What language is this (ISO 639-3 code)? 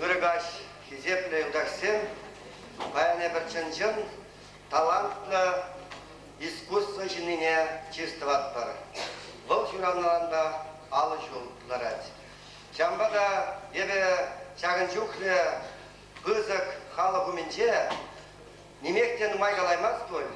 chv